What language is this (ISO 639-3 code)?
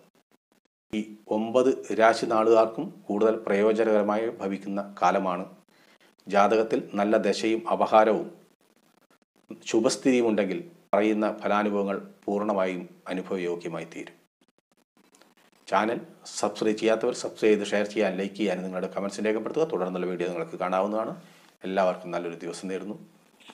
mal